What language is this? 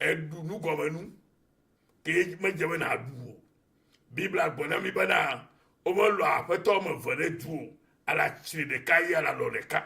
Ewe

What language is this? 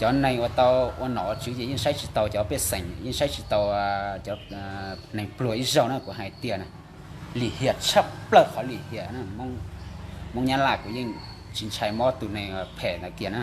Hmong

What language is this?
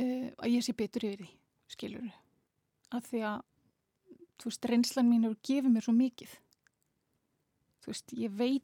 Icelandic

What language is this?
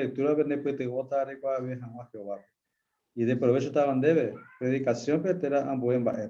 Guarani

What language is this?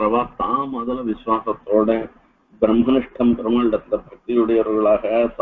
Tamil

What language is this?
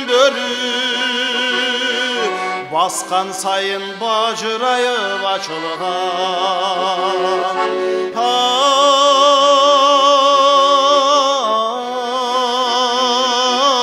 Kyrgyz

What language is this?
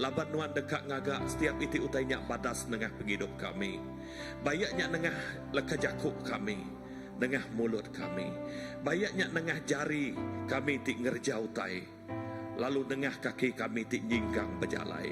Iban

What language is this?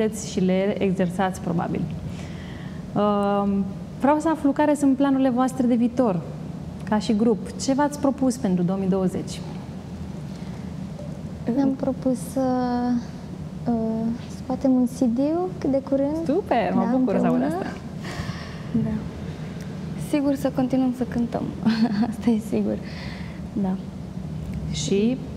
Romanian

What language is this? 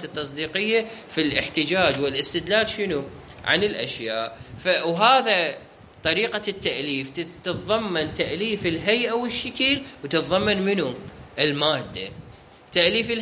Mesopotamian Arabic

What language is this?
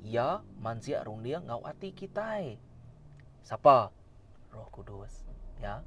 Iban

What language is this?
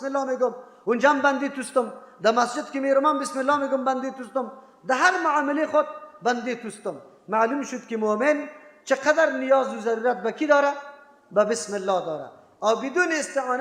Persian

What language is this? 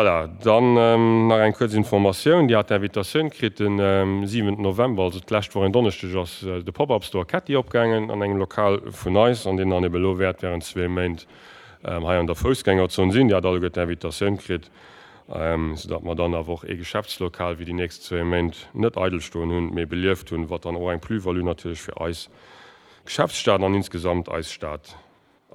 Luxembourgish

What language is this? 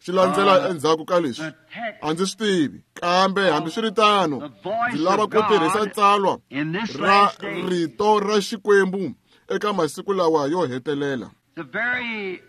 Tsonga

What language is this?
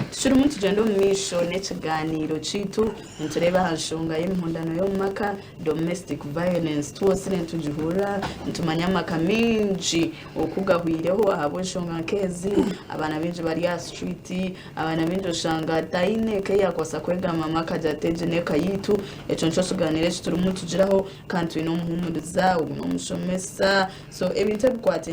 Nyankole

